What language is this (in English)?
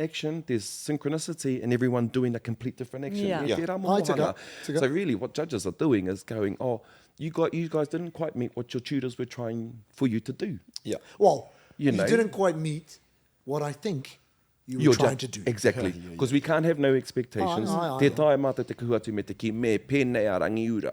Māori